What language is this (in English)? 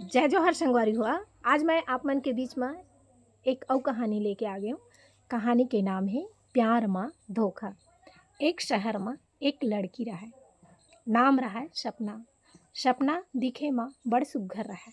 Chhattisgarhi